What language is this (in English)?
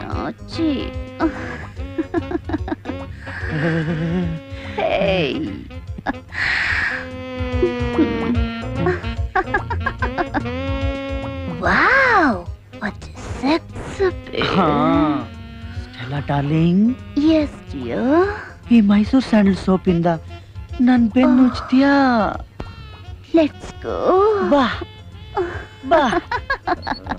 Kannada